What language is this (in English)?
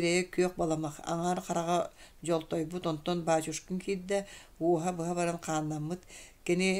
Yakut